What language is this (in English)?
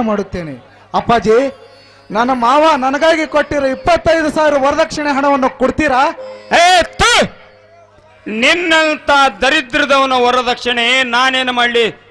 Kannada